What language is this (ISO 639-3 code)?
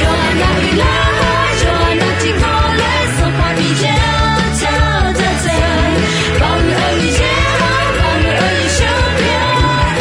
ahk